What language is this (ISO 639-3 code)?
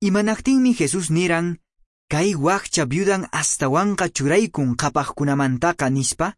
que